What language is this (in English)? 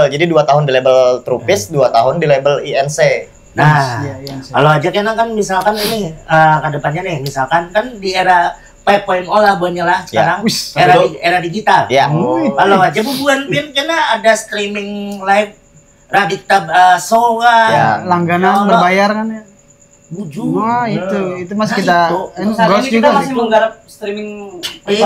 Banjar